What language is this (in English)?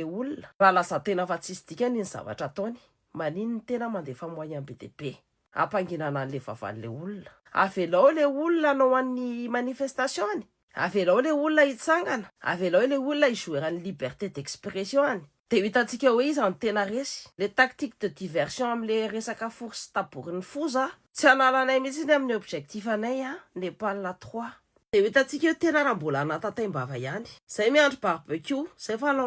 Malagasy